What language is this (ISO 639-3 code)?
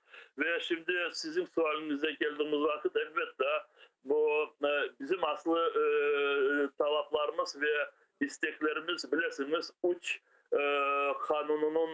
crh